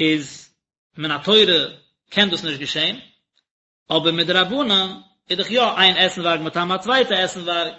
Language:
Yiddish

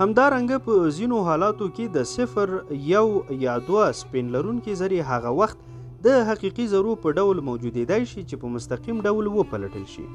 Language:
Pashto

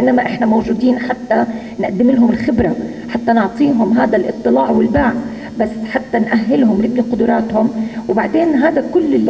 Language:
North Levantine Arabic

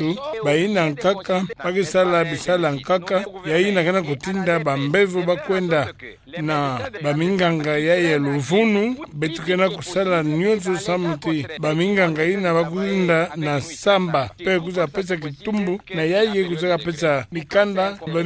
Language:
Kituba (Democratic Republic of Congo)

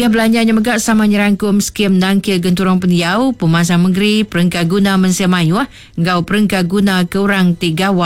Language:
Iban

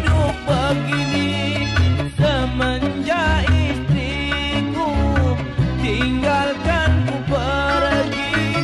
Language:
Betawi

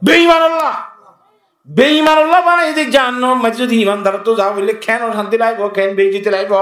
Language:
Rohingya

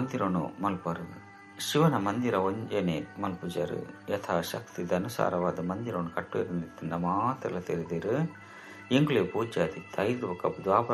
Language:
Tulu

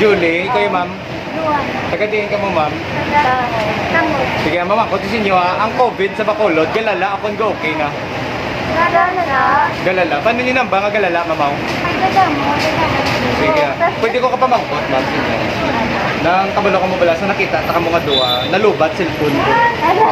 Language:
Hiligaynon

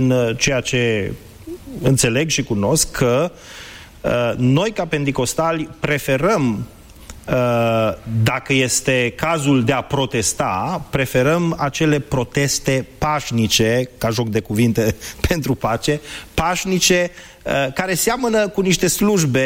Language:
Romanian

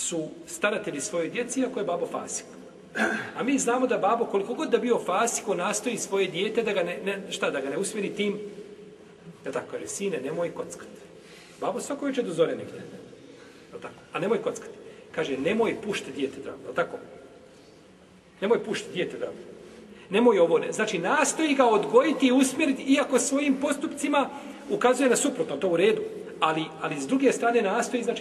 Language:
Bosnian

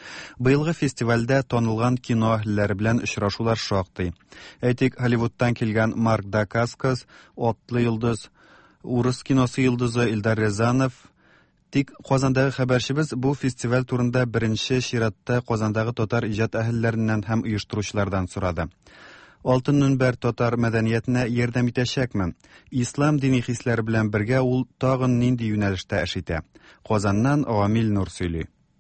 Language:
Tatar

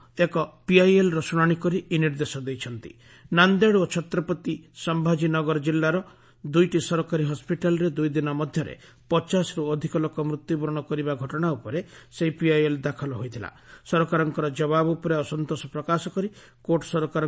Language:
Odia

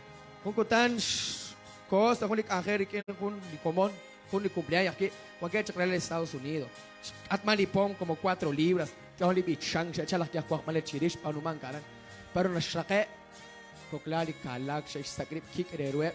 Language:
Kekchí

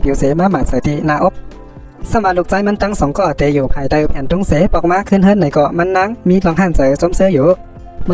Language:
Shan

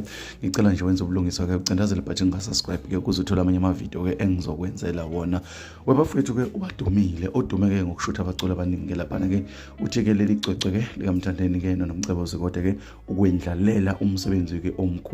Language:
Zulu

